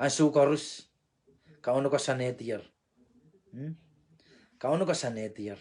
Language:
Pohnpeian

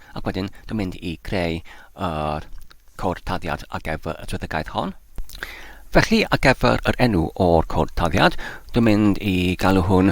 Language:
Welsh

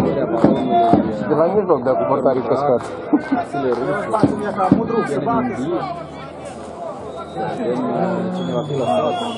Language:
Romanian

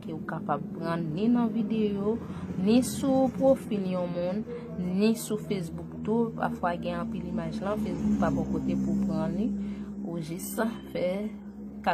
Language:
Haitian Creole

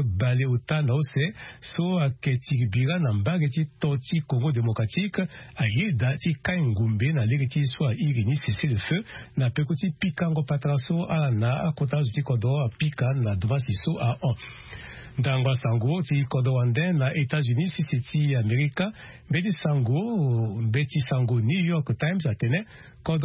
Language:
Sango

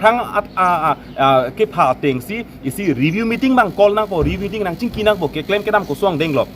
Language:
Karbi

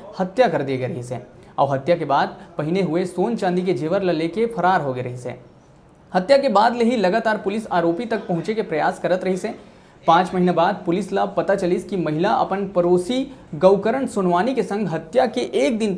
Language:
Chhattisgarhi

